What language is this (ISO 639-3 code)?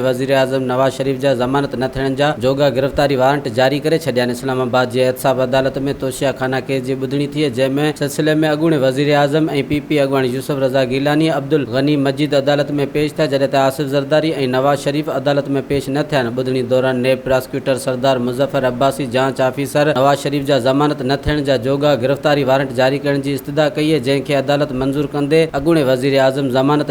snd